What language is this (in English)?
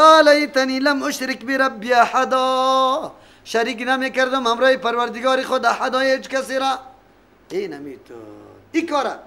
Persian